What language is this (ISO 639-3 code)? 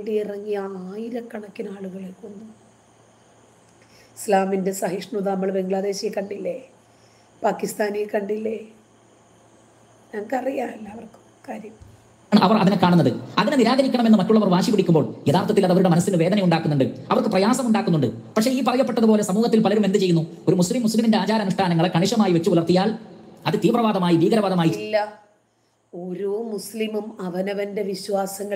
mal